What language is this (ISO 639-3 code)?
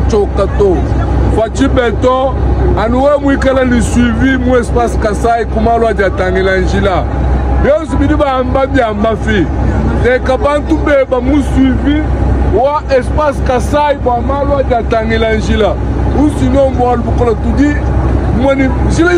lua